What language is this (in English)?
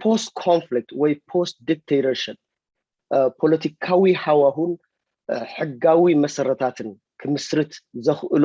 Tigrinya